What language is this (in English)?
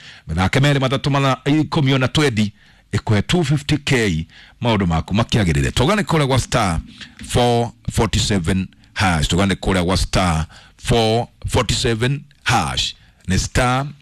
Kikuyu